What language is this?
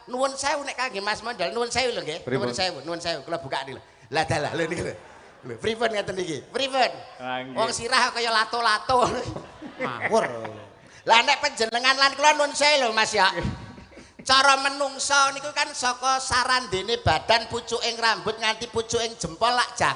Javanese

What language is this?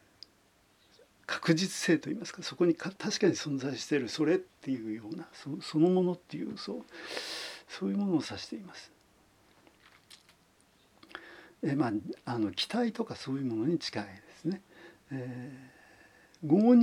Japanese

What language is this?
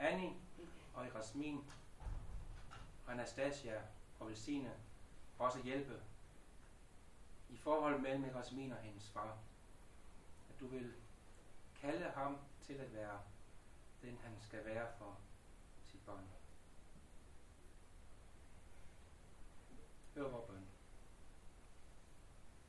Danish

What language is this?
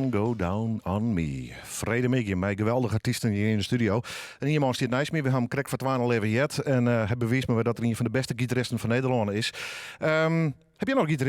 Western Frisian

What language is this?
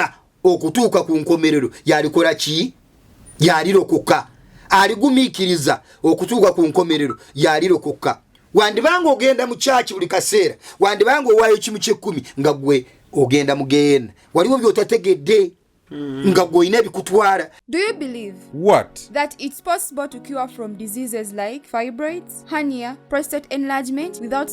Ganda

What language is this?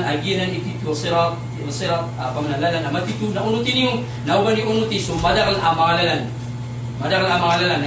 Maranao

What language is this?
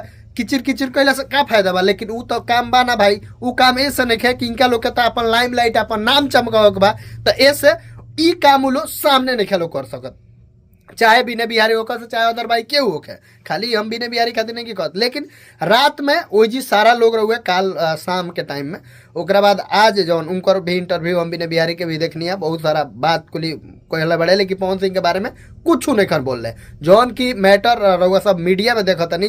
Bhojpuri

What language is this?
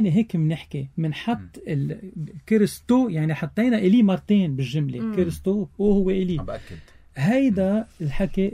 North Levantine Arabic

